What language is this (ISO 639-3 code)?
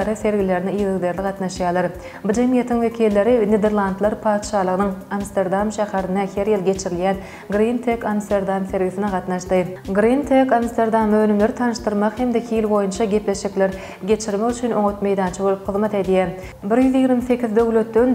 tuk